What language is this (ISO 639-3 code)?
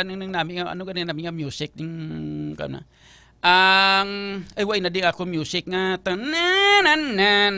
hil